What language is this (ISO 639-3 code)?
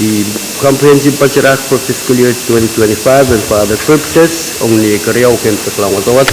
pon